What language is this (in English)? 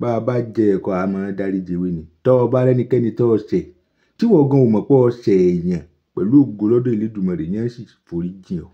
Yoruba